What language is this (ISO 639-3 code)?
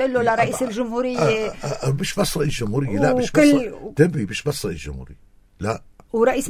apc